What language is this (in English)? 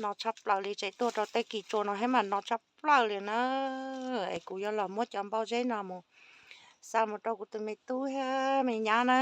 Hmong